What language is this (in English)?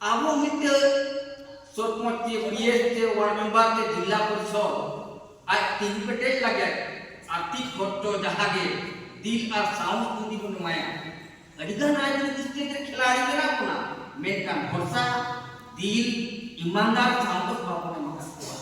Santali